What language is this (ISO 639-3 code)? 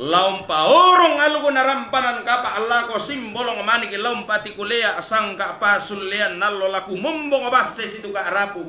sda